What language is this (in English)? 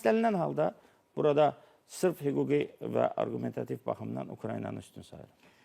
Azerbaijani